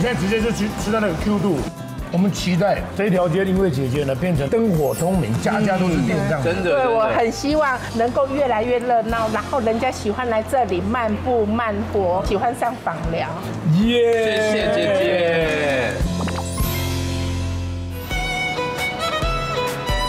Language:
Chinese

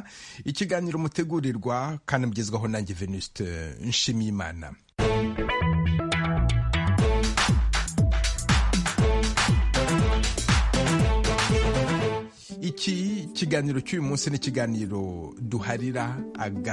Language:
Kinyarwanda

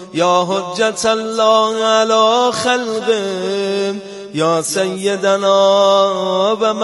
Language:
Persian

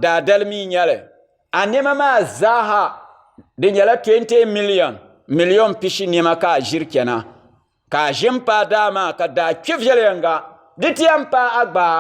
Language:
Dagbani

